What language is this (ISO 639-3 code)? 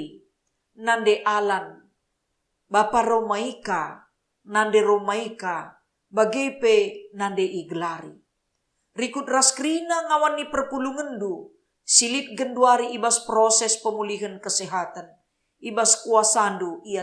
btx